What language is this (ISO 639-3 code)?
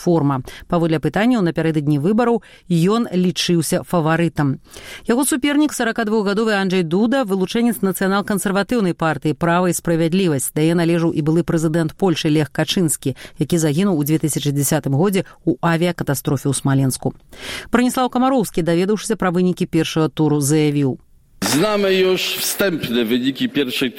bel